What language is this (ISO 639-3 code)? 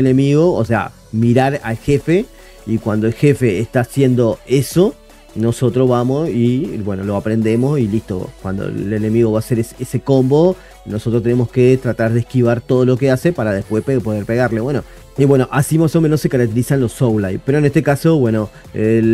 spa